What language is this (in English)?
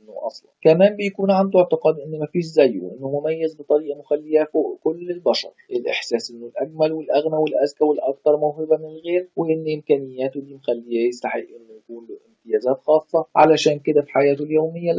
Egyptian Arabic